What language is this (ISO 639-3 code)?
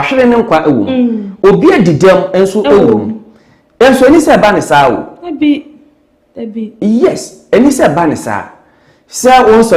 aka